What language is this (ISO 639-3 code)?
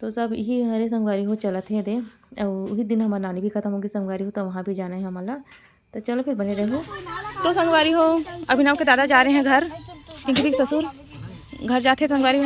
hne